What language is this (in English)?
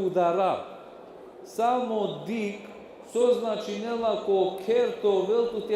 Balkan Romani